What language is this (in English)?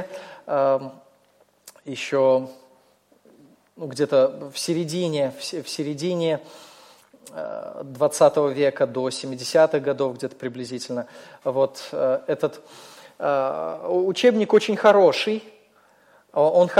Russian